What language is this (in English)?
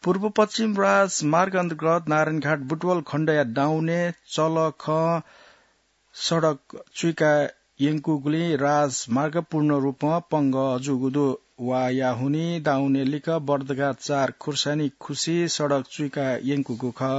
Newari